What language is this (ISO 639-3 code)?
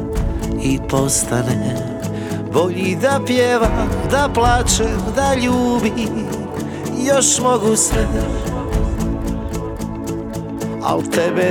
hrv